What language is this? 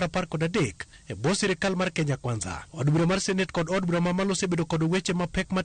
Luo (Kenya and Tanzania)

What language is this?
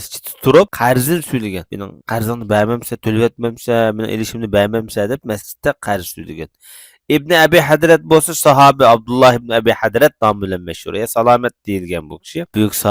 Uyghur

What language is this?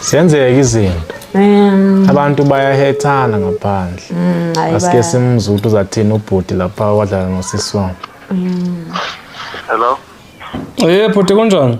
Zulu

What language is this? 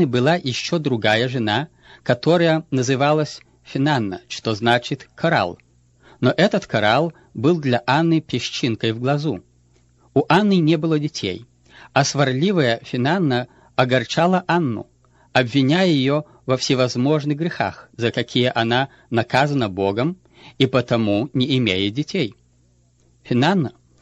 Russian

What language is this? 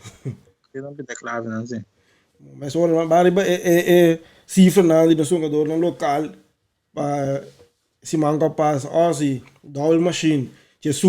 Papiamento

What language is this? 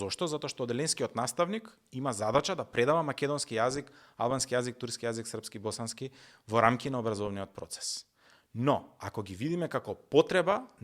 Macedonian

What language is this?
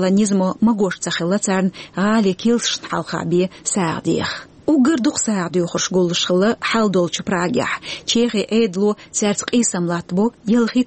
Chechen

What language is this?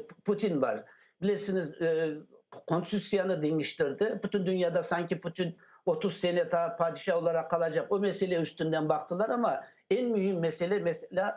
Crimean Tatar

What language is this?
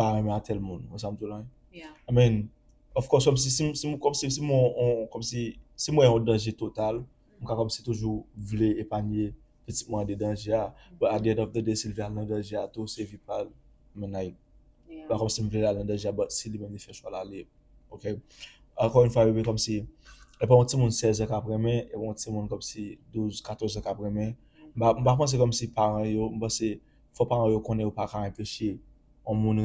Haitian Creole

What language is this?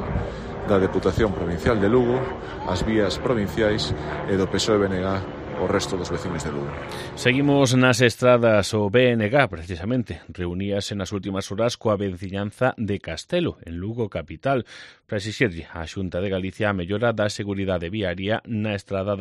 Galician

